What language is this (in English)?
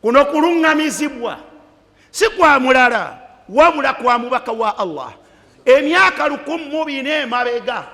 Ganda